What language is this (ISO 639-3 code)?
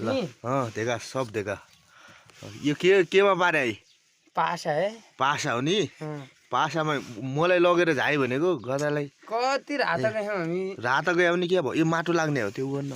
nep